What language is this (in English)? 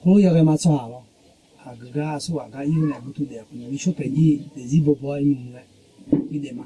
Akha